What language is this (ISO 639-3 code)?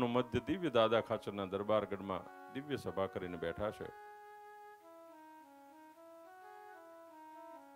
guj